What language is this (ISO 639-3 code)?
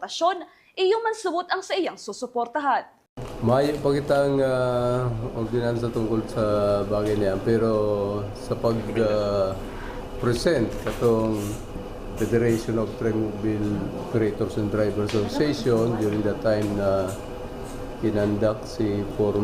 bik